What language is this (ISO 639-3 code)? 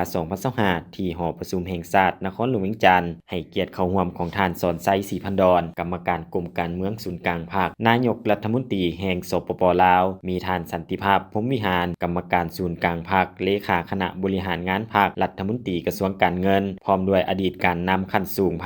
lao